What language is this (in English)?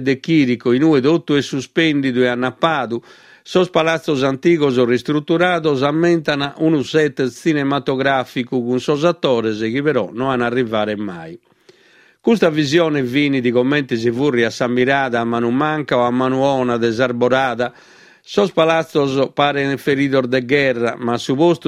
Sardinian